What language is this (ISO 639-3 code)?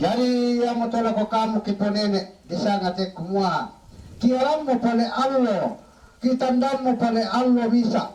sda